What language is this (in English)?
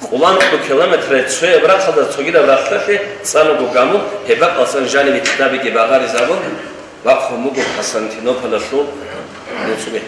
Avaric